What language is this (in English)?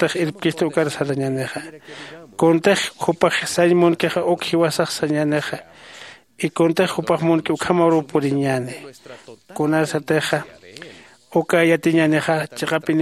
Aymara